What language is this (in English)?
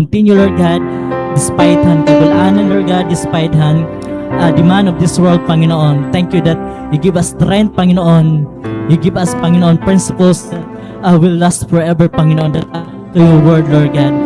Waray